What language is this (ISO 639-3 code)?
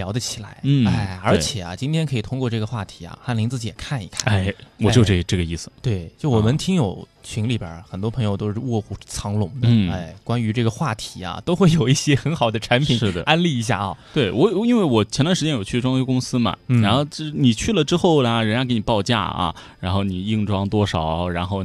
zho